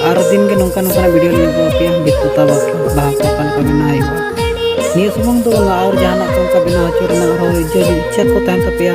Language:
Santali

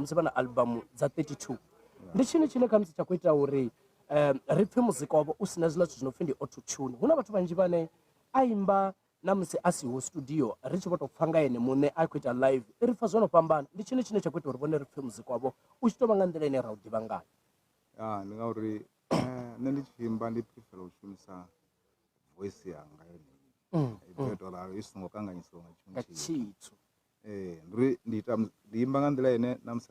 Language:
Venda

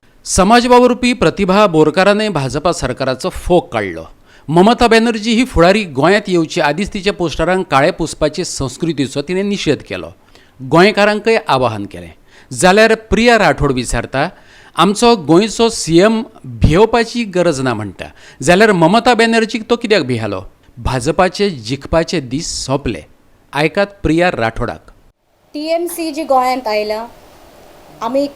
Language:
Konkani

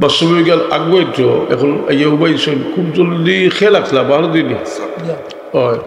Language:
Sylheti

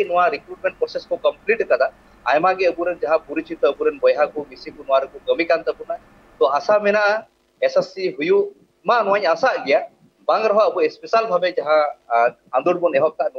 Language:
Santali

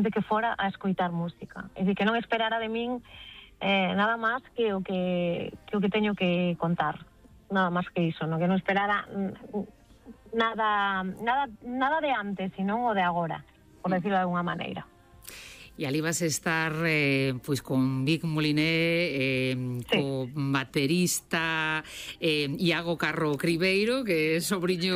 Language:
Galician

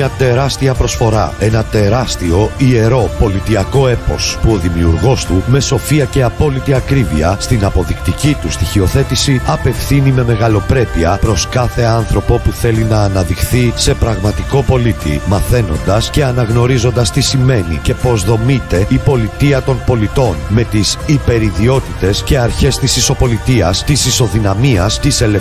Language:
Greek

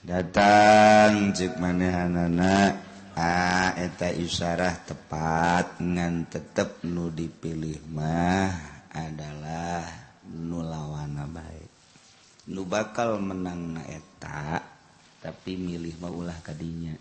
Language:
Sundanese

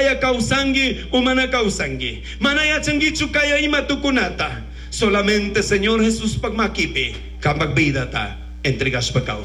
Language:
Chimborazo Highland Quichua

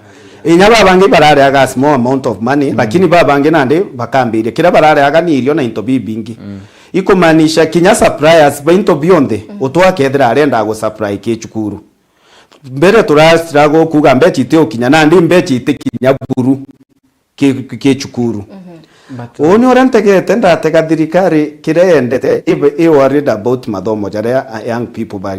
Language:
Meru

